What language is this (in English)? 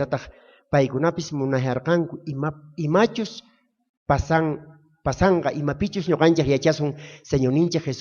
South Bolivian Quechua